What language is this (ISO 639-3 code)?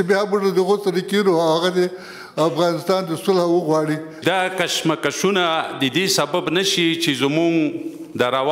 pus